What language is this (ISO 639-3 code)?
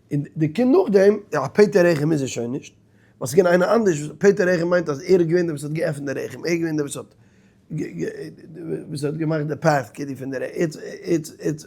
yid